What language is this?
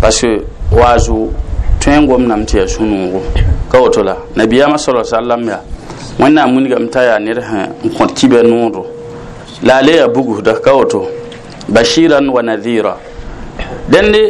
Mossi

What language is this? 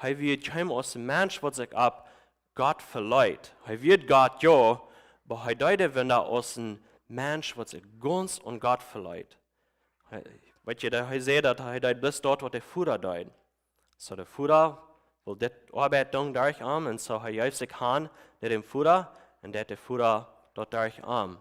Plautdietsch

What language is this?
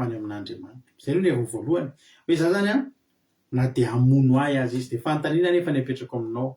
Malagasy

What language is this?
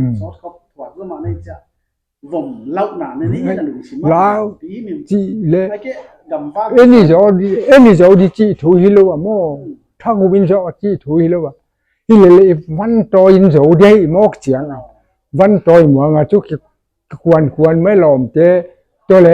Paite Chin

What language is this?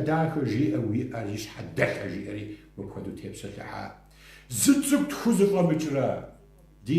Kabardian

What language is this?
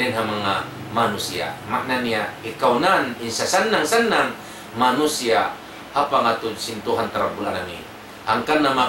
Tausug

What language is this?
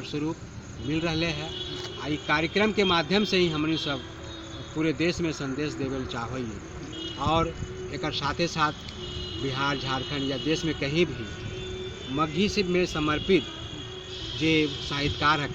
Magahi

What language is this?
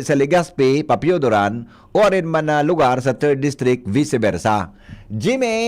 Bikol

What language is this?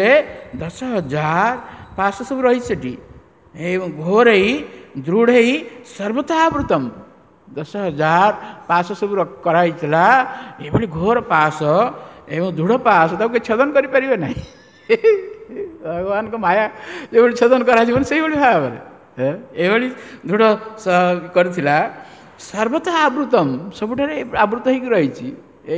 Odia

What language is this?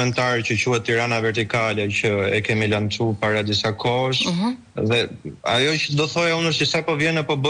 Albanian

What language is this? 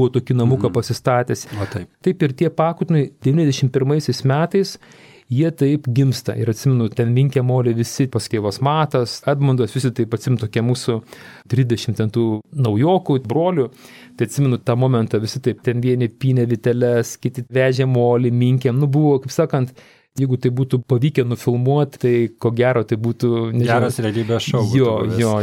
Lithuanian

